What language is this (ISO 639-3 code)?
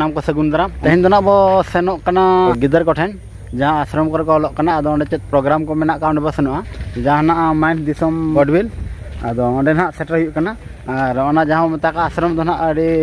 sat